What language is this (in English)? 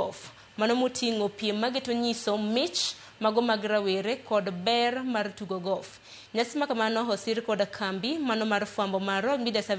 Luo (Kenya and Tanzania)